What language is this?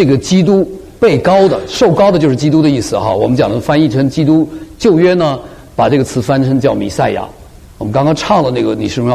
Chinese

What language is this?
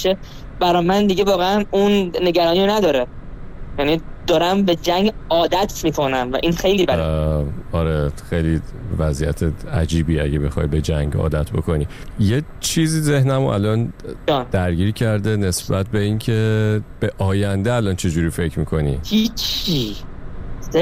Persian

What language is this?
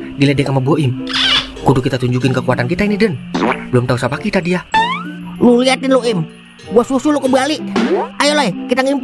Betawi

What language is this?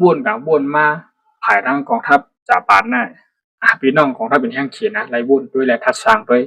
Shan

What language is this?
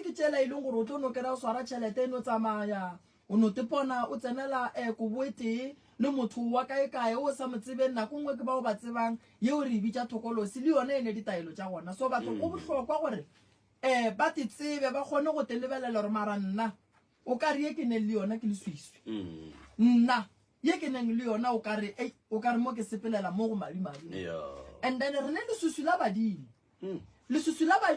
Northern Sotho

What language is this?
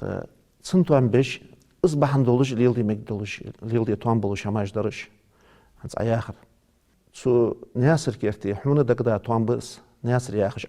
Ingush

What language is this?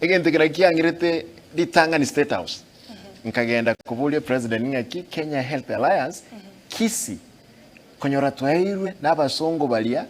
Gusii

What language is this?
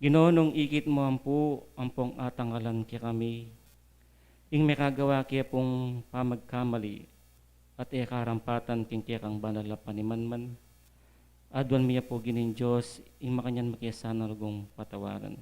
Pampanga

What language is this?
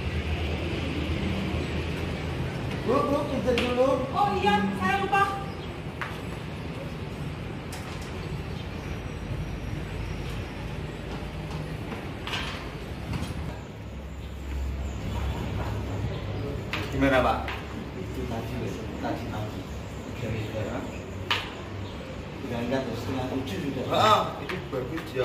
Indonesian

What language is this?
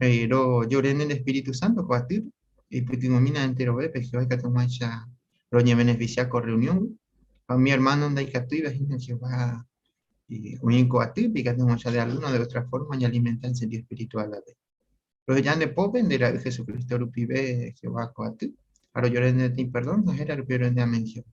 Guarani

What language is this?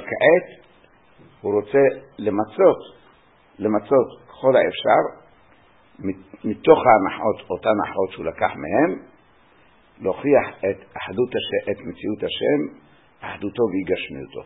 Hebrew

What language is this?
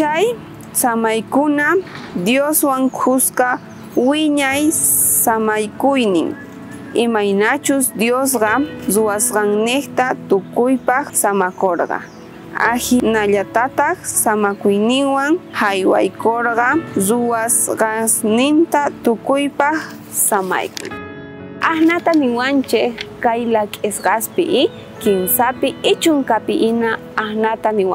South Bolivian Quechua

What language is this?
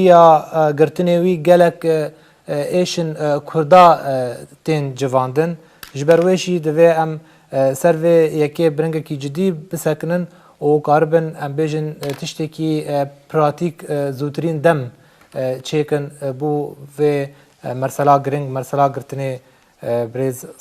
Kurdish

